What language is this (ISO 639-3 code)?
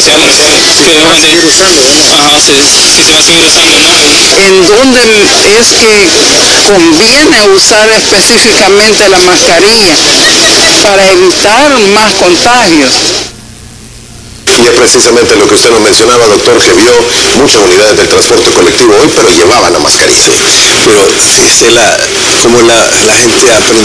spa